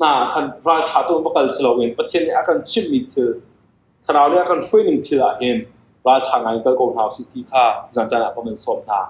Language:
Hakha Chin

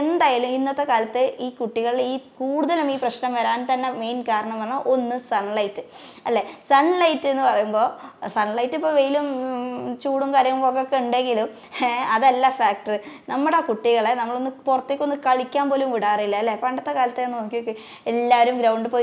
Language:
Malayalam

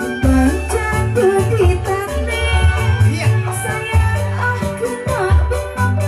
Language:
Betawi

